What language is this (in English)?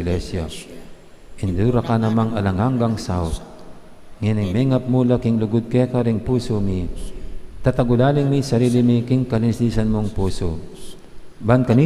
Pampanga